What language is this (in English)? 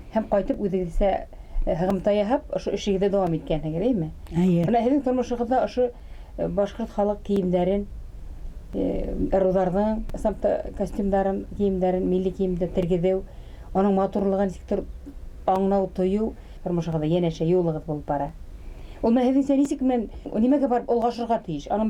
Bashkir